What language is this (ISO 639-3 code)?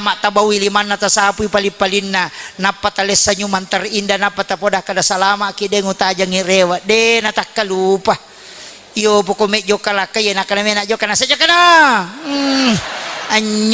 bug